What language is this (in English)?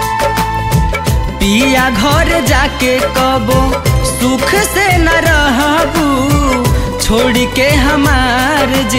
Bhojpuri